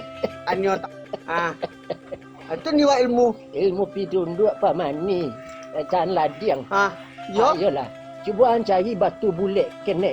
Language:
Minangkabau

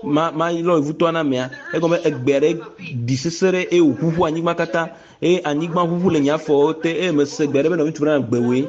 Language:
Ewe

